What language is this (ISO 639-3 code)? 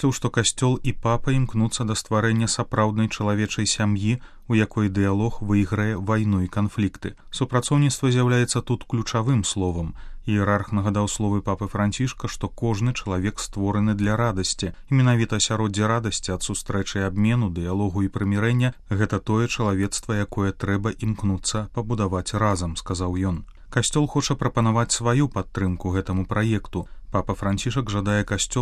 bel